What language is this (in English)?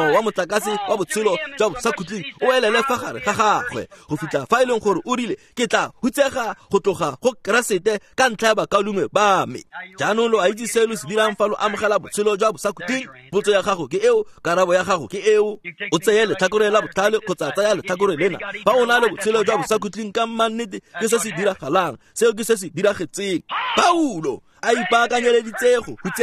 Tswana